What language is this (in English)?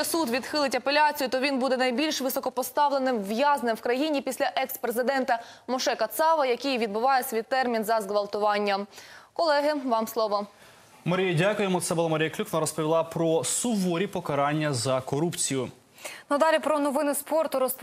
Ukrainian